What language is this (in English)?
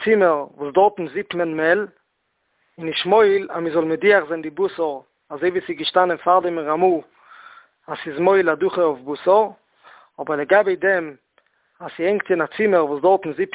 Yiddish